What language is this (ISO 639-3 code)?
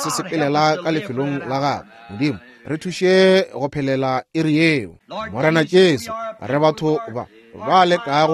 nso